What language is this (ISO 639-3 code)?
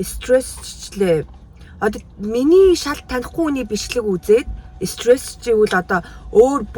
mon